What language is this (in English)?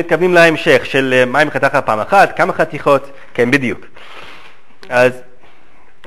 Hebrew